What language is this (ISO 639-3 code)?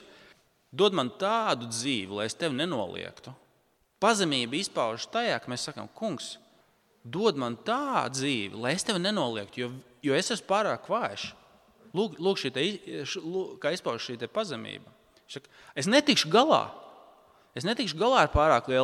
lav